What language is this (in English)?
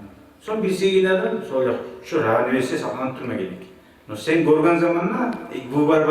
Kumyk